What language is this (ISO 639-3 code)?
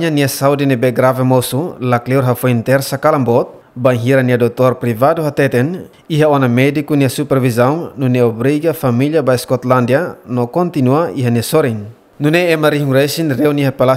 tet